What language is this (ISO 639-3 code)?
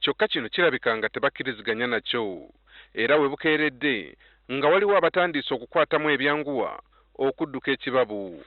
lug